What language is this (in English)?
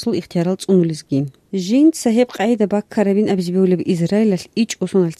Avaric